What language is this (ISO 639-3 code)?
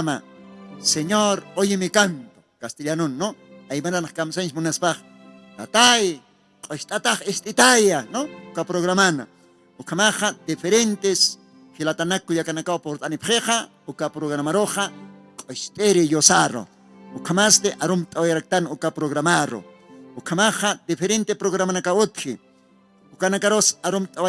aym